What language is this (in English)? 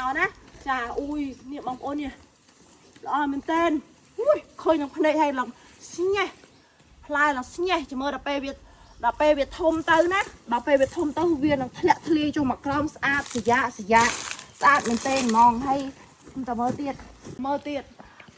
Khmer